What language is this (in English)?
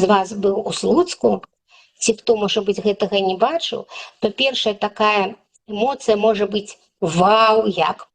Belarusian